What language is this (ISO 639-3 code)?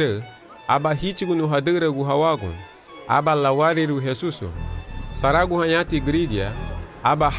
cab